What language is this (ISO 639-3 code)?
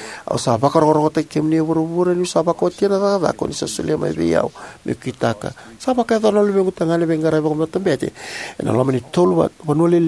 fij